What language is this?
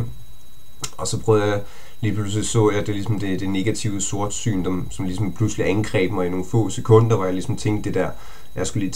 Danish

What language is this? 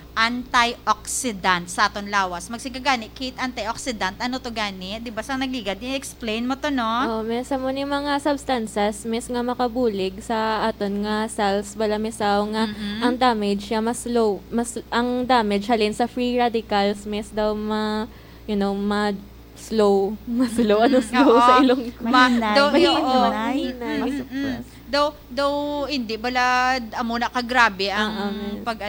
Hiligaynon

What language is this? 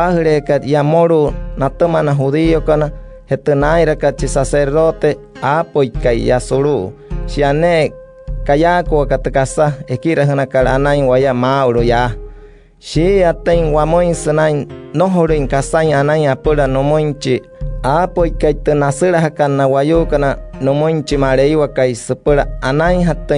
Wayuu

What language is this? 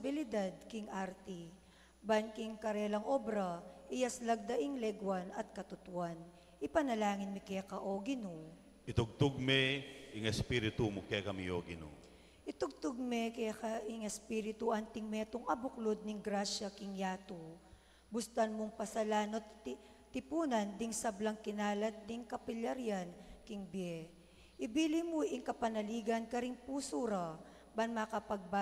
Pampanga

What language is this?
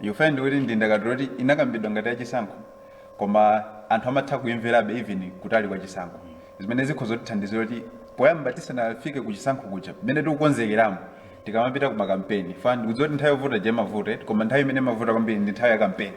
Nyanja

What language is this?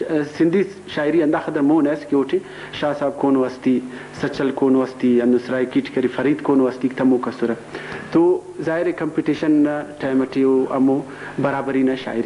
Brahui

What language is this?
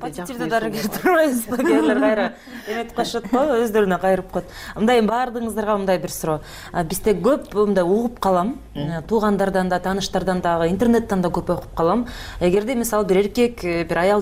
Kyrgyz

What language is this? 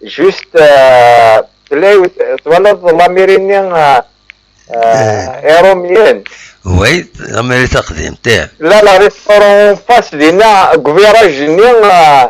Kabyle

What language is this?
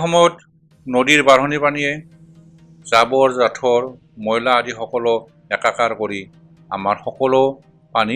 Assamese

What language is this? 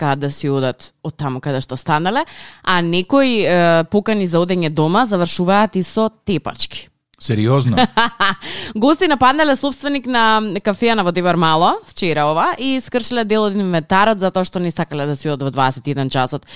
Macedonian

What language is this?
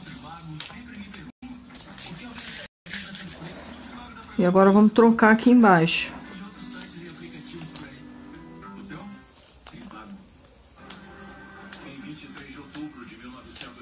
Portuguese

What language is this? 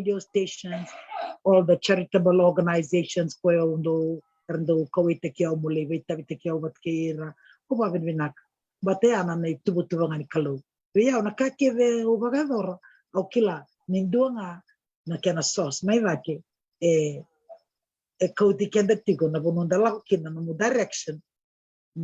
Fijian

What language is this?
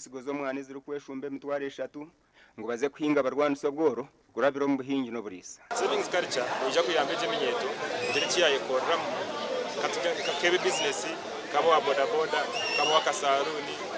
Nyankole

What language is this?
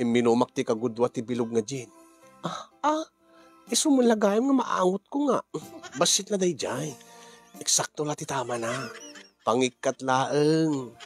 Iloko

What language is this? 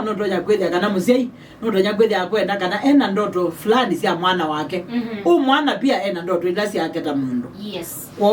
Kamba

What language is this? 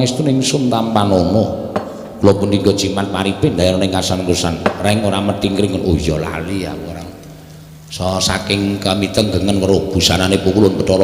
Javanese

